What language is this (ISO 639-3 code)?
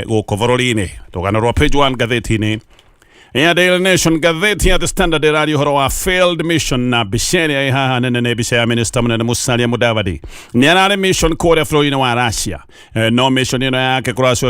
kik